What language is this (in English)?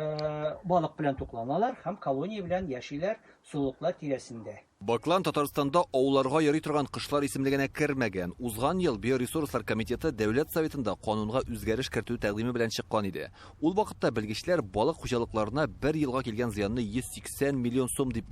Tatar